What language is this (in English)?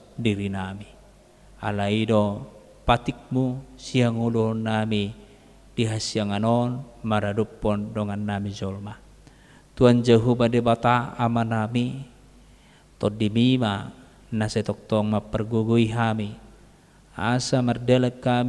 Batak Toba